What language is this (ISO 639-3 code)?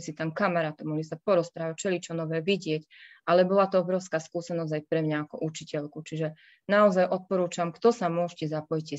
slk